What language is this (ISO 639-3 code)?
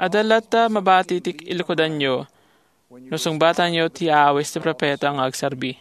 ilo